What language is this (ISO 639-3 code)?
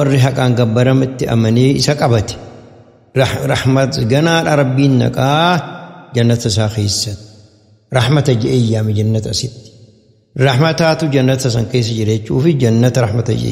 orm